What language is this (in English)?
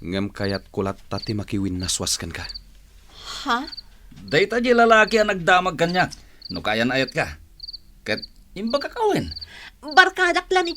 Iloko